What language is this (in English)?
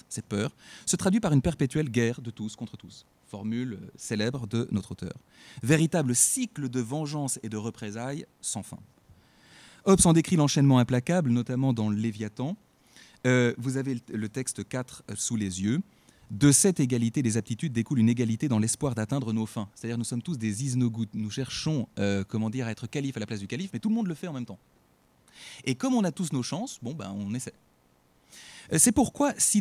French